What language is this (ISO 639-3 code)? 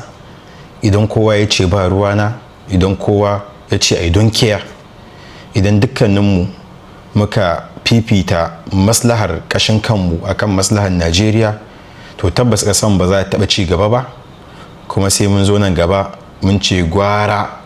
hau